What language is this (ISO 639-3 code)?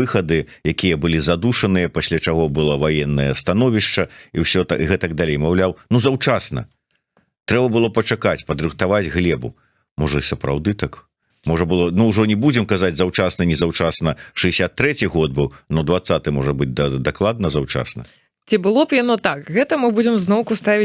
bel